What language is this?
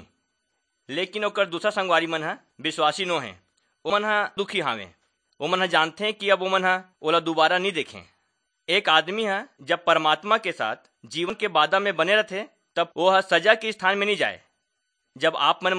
Chhattisgarhi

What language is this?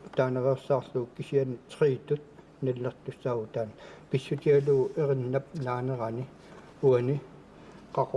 Kalaallisut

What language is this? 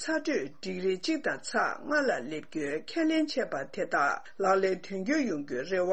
Tibetan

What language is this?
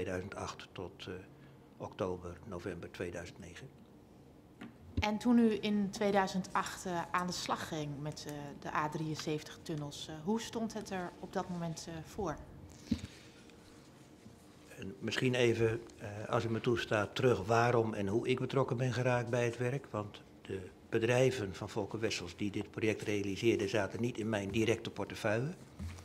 Dutch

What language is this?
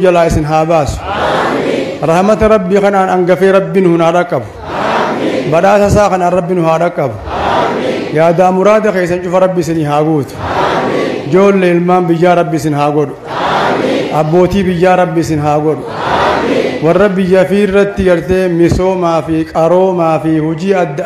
Oromo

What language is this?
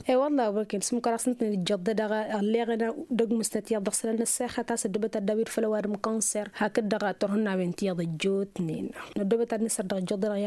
Tamasheq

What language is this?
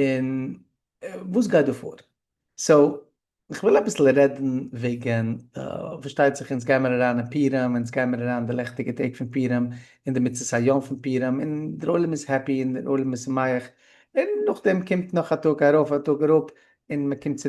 Yiddish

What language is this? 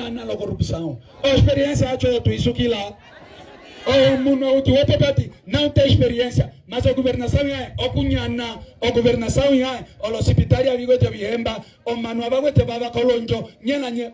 Umbundu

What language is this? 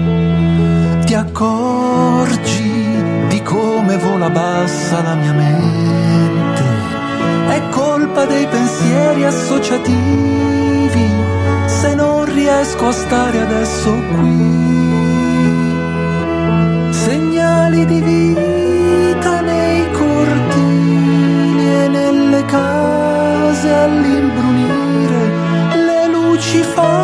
Italian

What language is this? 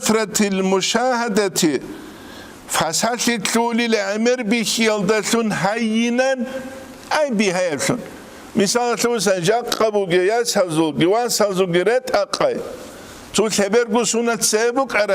Avaric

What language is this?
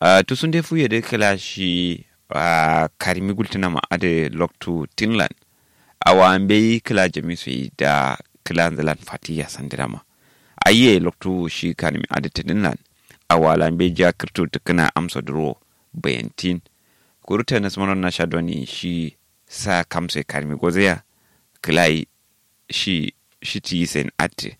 Kanuri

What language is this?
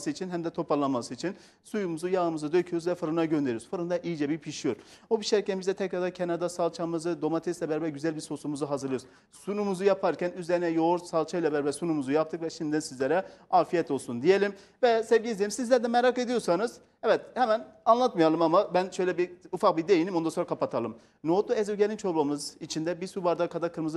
Turkish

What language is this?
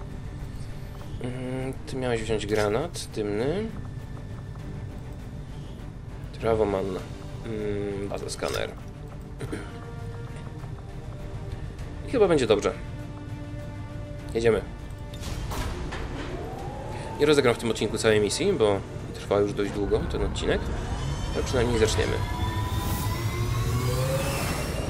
Polish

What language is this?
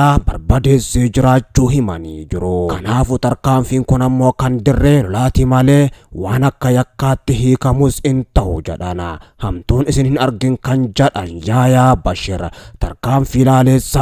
Oromo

